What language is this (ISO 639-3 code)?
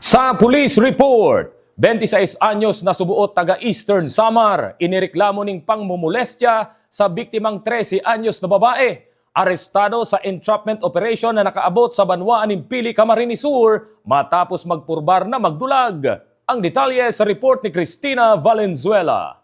bik